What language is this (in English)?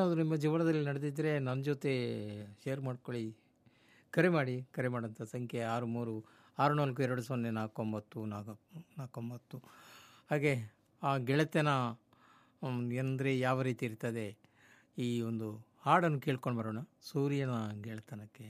Kannada